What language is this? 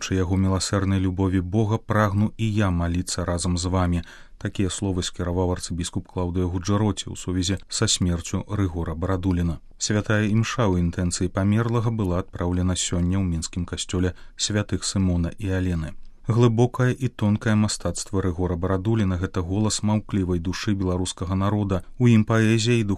Belarusian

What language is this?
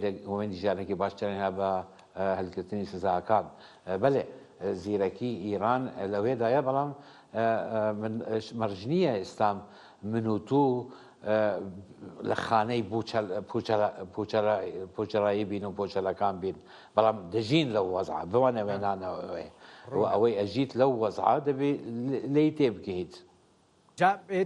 Central Kurdish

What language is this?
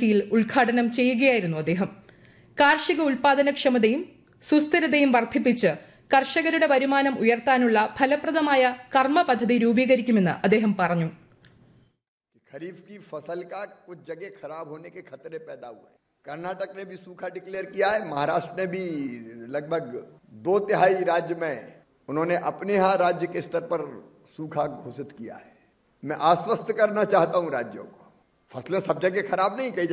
Malayalam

